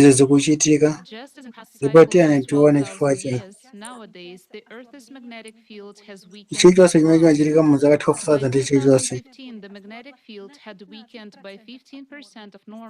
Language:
Nyanja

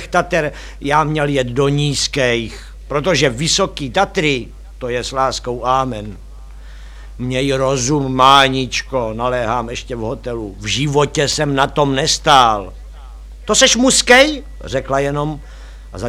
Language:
Czech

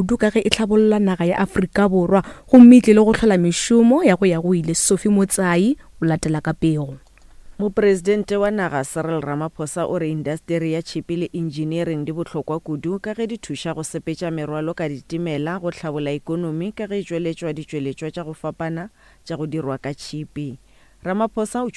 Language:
Northern Sotho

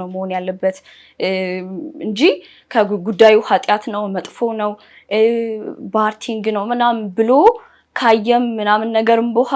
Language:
Amharic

